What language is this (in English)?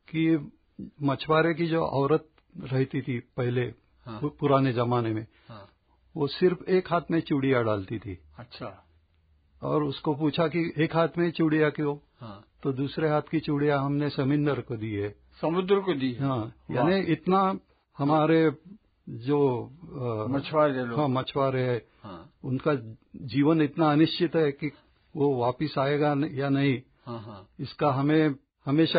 Hindi